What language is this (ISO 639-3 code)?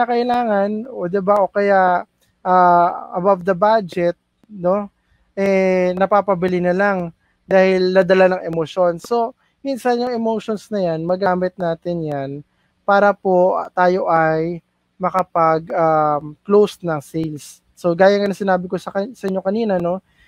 fil